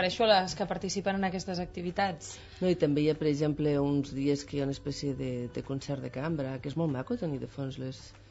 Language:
Catalan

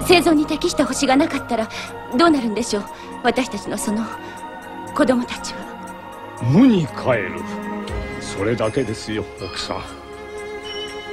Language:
Japanese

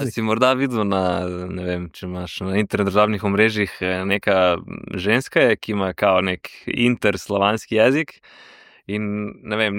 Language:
Slovenian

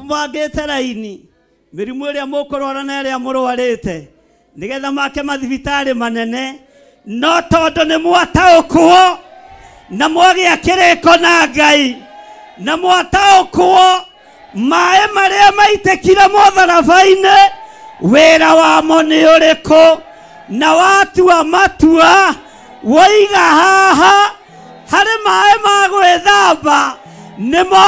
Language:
Kikuyu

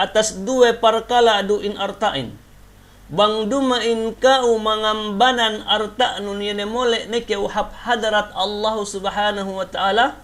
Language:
Yakan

